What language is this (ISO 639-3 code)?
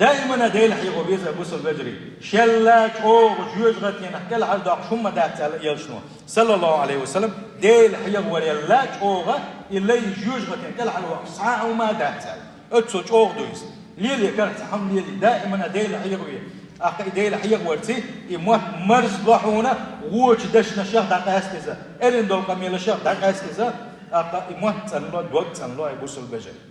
che